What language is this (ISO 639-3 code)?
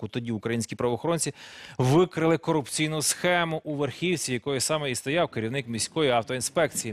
ukr